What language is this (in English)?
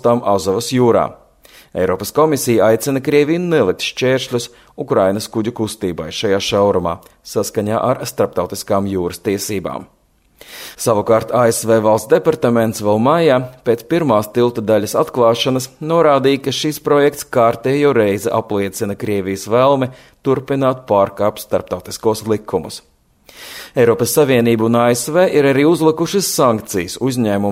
Latvian